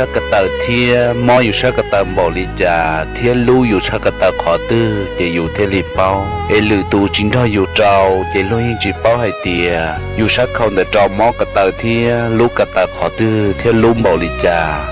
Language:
Hmong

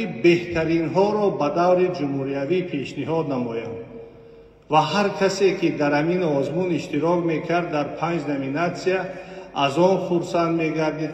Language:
Tajik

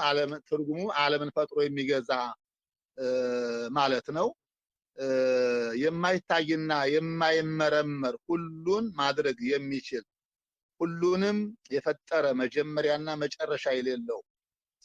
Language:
Amharic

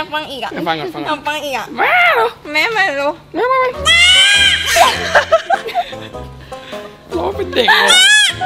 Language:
Thai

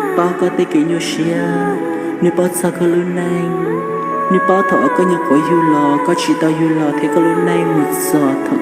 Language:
Hmong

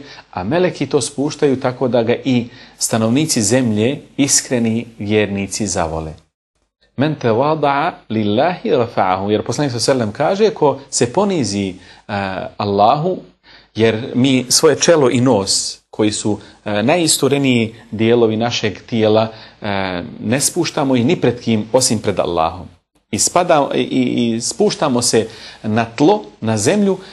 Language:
Bosnian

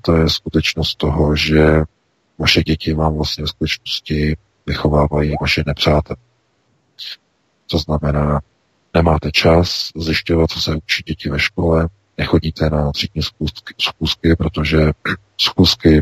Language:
Czech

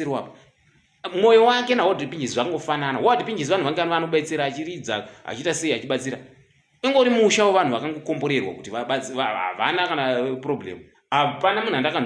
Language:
Shona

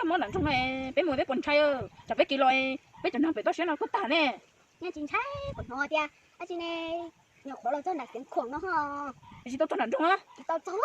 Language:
Hmong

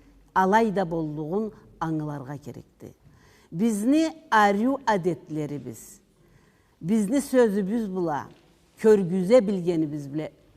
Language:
Karachay-Balkar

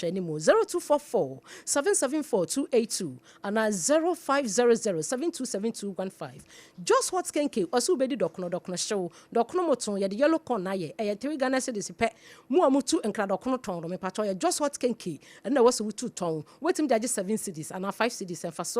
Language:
Akan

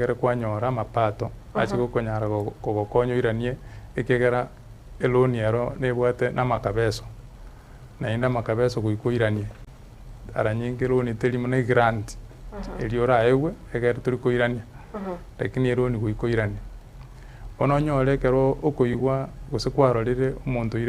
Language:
Gusii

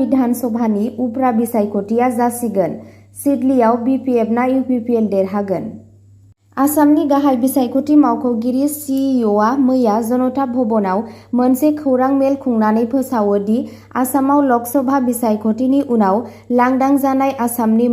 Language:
Bodo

